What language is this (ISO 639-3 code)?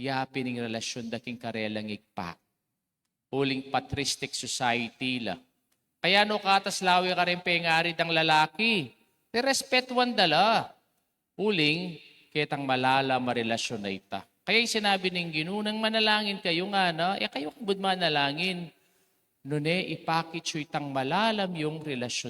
pam